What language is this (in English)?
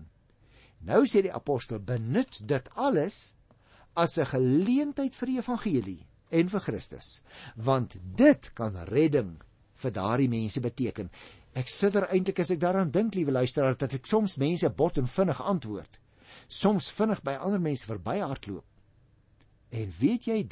Afrikaans